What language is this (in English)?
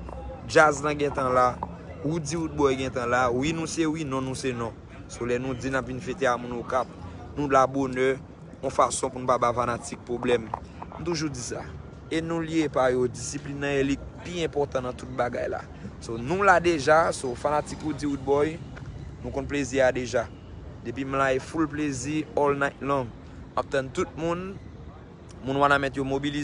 Haitian Creole